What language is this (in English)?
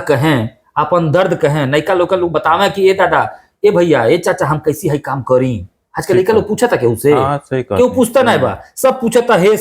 Bhojpuri